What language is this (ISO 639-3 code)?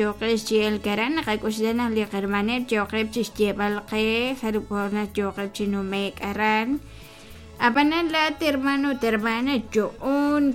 kek